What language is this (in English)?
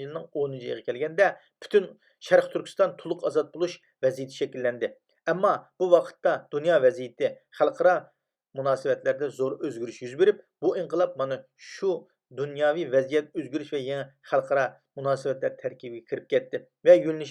Uyghur